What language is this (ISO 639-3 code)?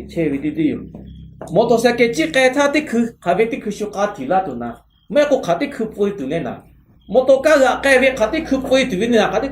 lhu